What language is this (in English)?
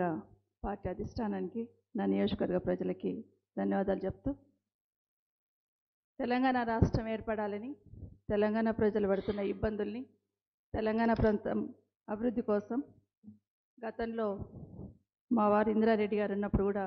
Telugu